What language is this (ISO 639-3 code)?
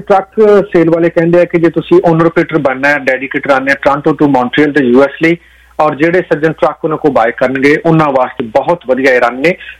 pan